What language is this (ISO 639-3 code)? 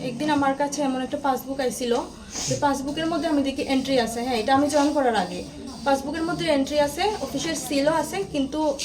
trp